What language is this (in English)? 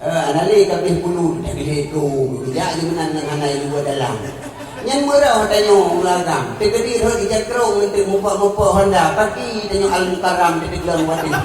Achinese